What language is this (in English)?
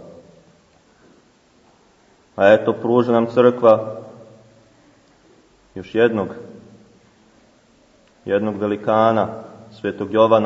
Serbian